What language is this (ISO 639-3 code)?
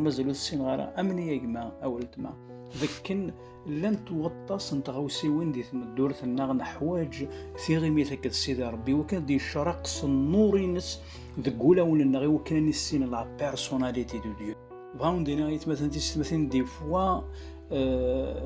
kab